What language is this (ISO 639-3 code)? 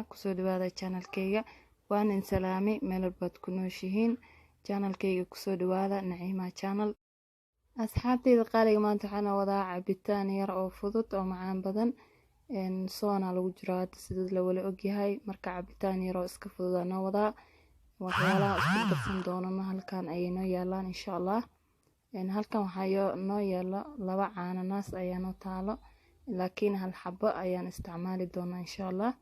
som